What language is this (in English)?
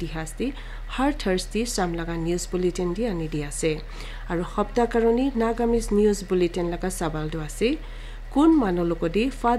Naga Pidgin